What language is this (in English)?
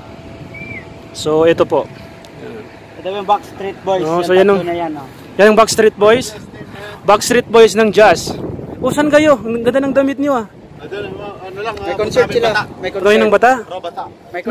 Filipino